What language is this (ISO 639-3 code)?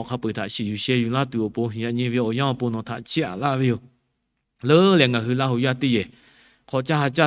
lhu